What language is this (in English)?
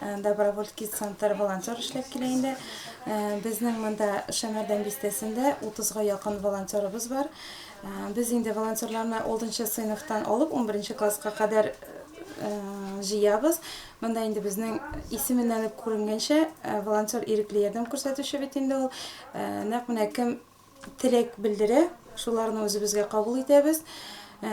Tatar